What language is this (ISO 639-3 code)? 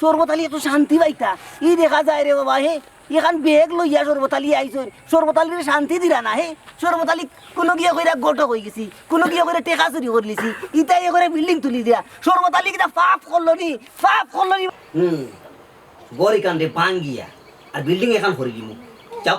syl